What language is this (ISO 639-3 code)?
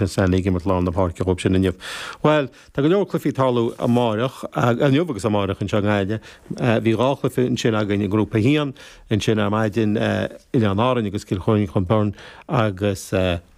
gle